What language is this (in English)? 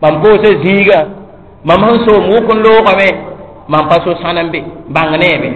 Mossi